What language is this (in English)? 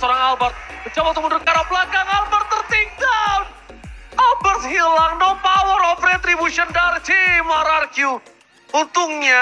Indonesian